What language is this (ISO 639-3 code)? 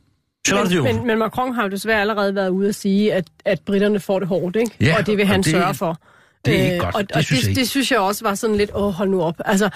dan